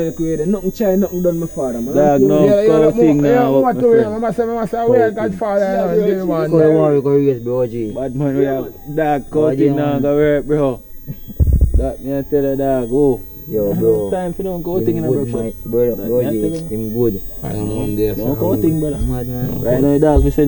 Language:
Jamaican Creole English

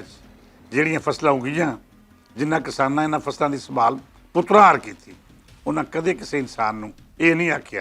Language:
Western Panjabi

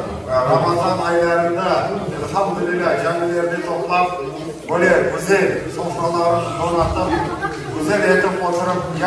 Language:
Crimean Tatar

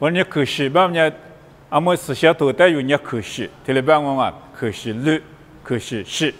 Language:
Lisu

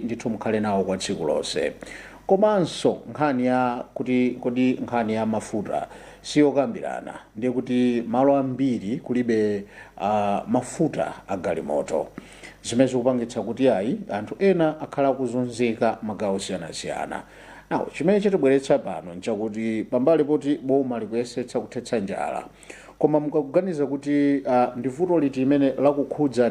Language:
Nyanja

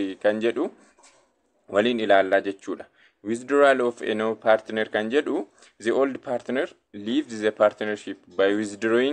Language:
Oromo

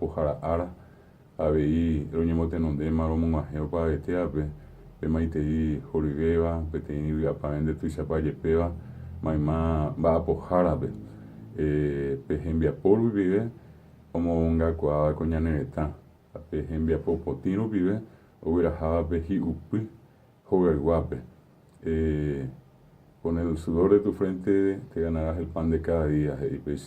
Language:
Guarani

